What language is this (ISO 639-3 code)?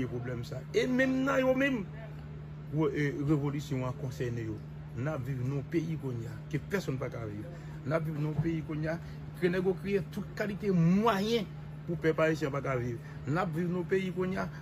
hat